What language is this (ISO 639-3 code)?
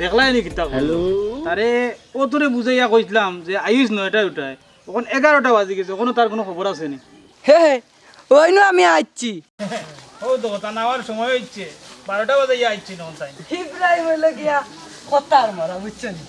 syl